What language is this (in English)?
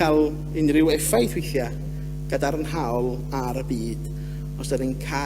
Welsh